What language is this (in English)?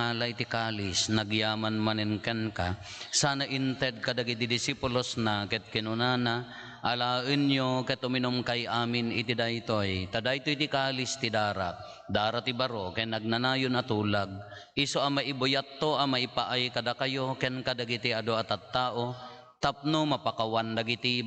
Iloko